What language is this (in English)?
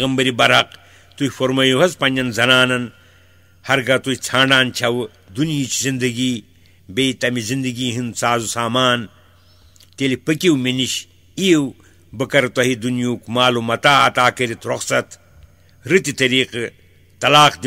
Kashmiri